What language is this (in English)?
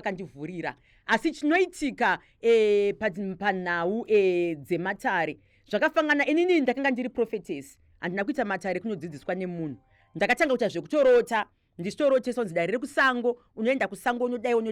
Shona